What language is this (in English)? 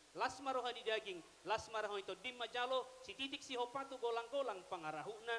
Batak Toba